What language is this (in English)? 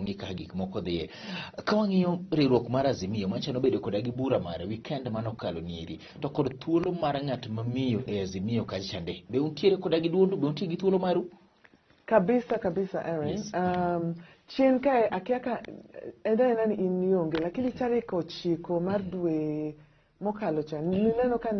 Luo (Kenya and Tanzania)